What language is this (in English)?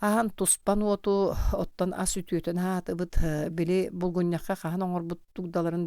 Yakut